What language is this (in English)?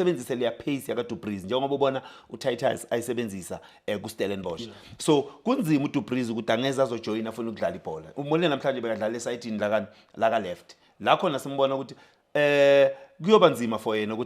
Zulu